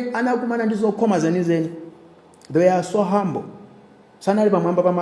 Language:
Nyanja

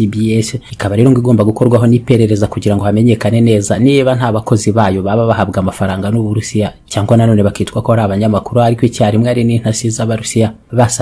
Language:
Kinyarwanda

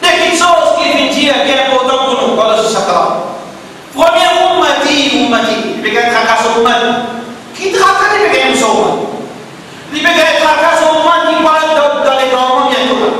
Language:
Morisyen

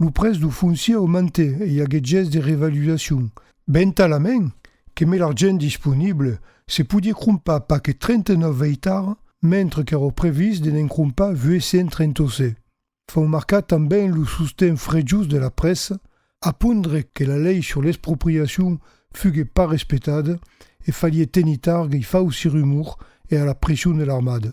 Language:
Occitan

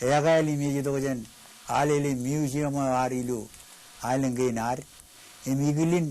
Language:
Marshallese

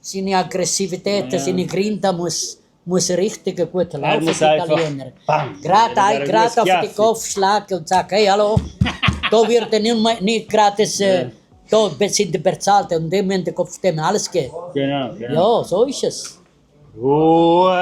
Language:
Swiss German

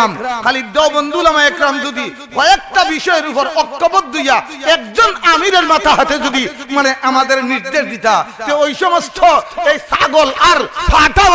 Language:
Sylheti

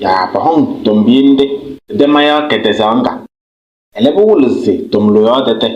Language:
Kabiyè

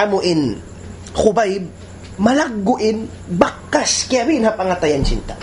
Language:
Tausug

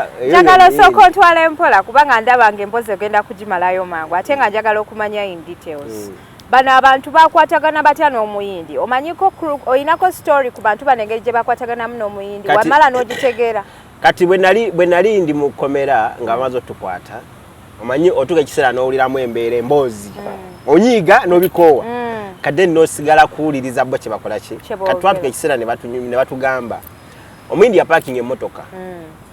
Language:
Ganda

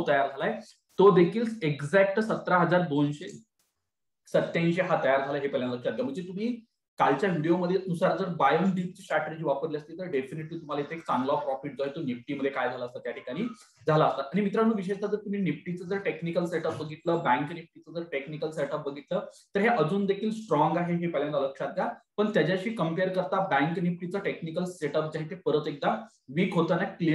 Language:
Marathi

